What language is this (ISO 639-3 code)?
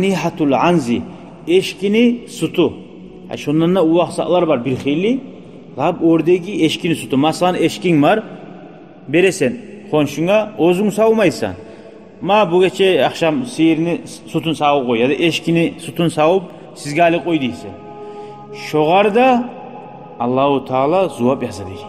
kum